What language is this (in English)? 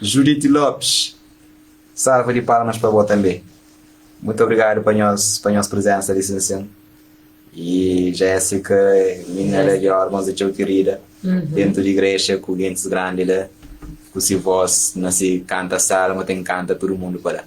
Kabuverdianu